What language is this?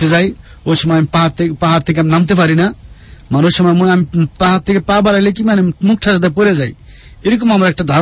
Bangla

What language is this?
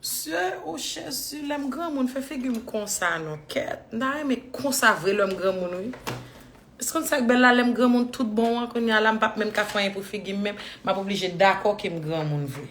Haitian Creole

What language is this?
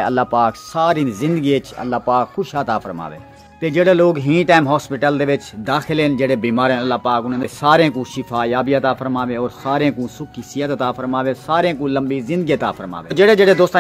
Saraiki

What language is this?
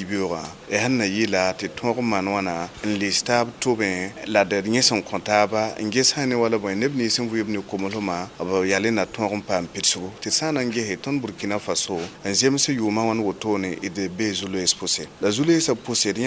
Mossi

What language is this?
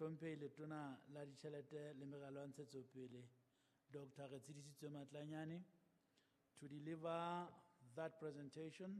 Southern Sotho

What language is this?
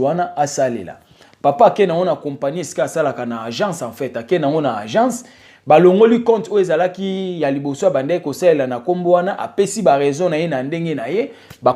Lingala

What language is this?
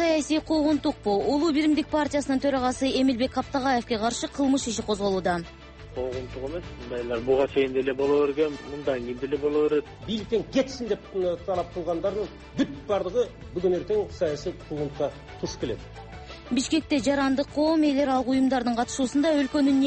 Kyrgyz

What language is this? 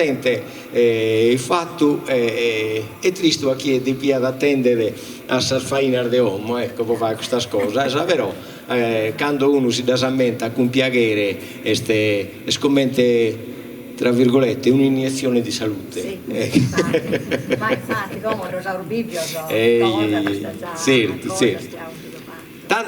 Sardinian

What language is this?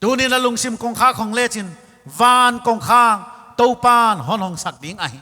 Paite Chin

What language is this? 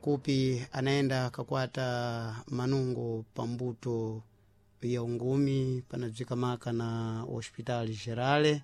Sena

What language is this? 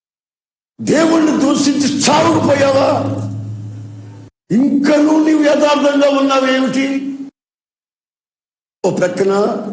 Telugu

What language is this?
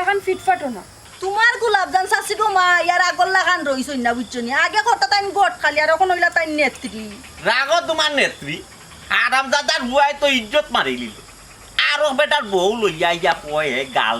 Sylheti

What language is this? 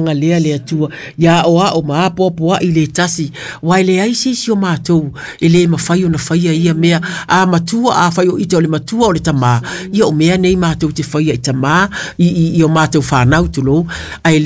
Samoan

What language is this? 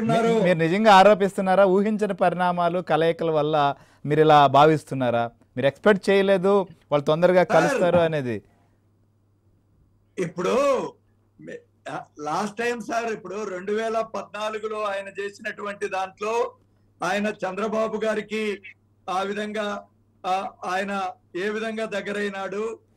Telugu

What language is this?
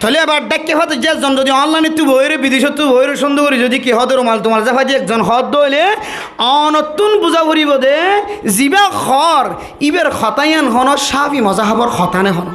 Rohingya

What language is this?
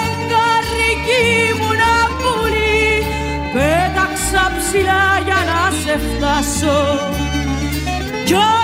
Greek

